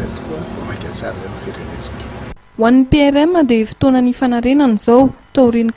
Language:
Malagasy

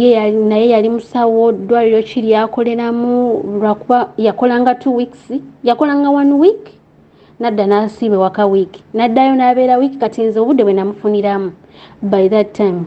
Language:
Ganda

